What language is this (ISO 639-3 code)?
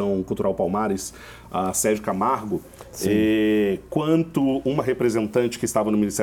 por